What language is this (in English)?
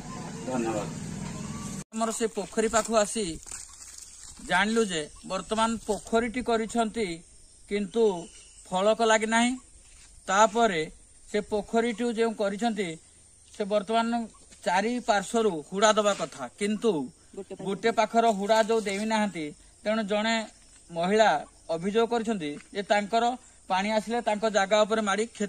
Odia